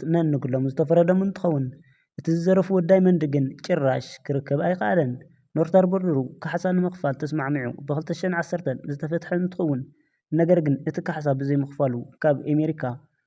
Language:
Tigrinya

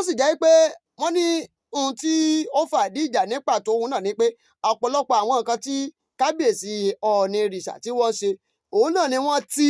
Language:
Yoruba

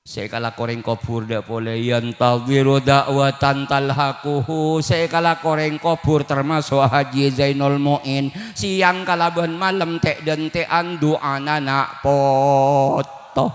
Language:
Madurese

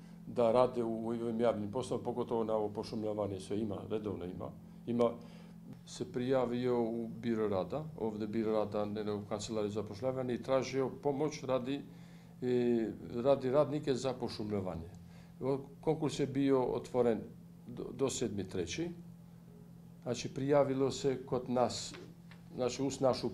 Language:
Bosnian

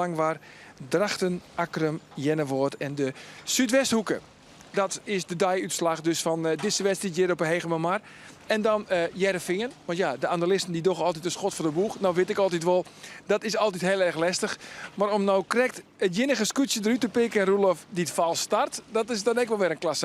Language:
Western Frisian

